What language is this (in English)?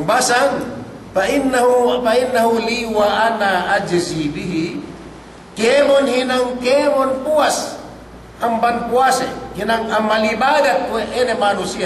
Yakan